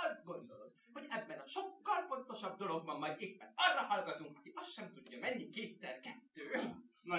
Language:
Hungarian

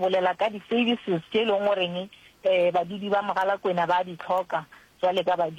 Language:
Northern Sotho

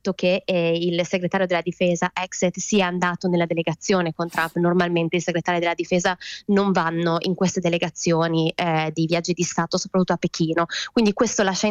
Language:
Italian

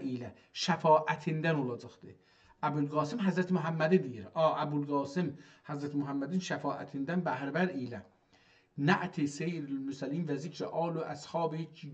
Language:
South Azerbaijani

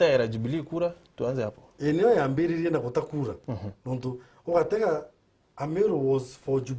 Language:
Meru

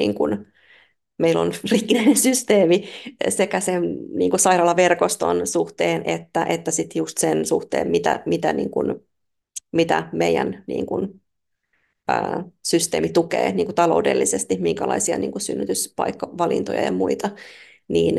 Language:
Finnish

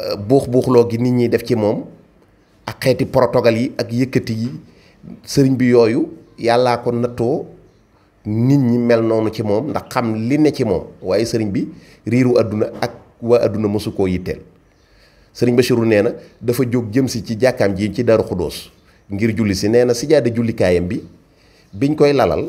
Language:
Wolof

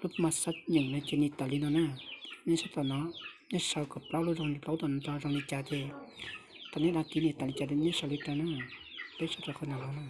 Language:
Hmong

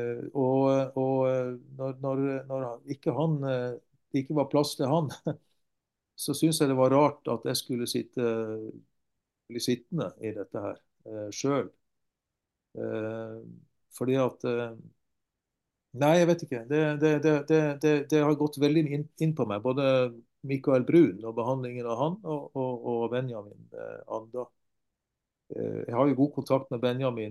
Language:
Norwegian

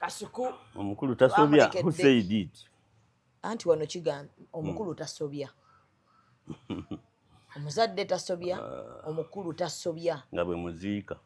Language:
Ganda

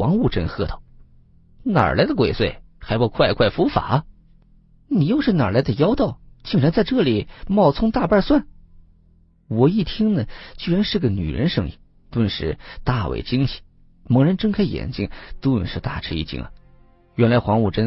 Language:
Chinese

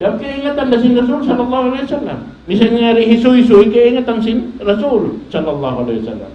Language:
Tausug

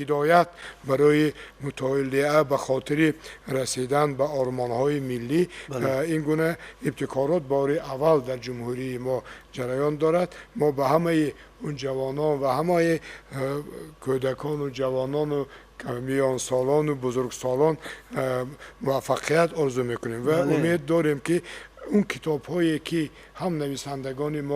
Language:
Tajik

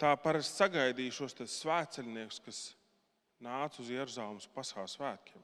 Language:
Latvian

